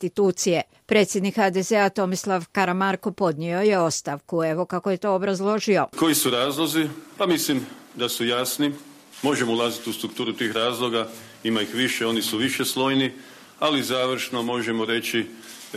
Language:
Croatian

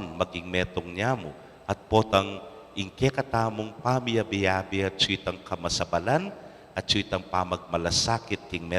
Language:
Pampanga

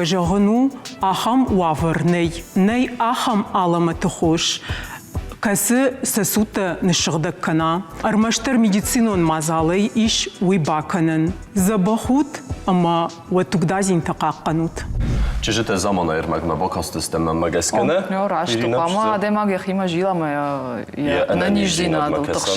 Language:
Ossetic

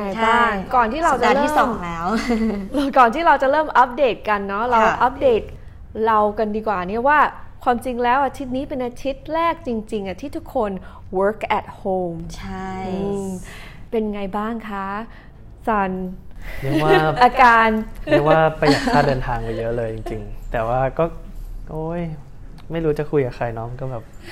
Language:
Thai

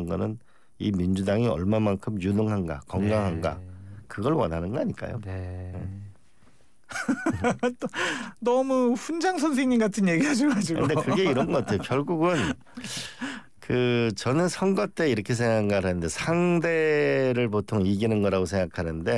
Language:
Korean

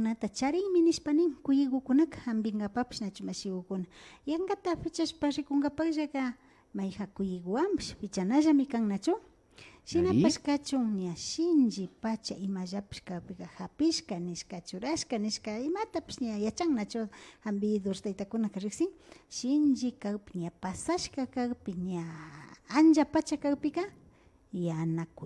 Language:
Imbabura Highland Quichua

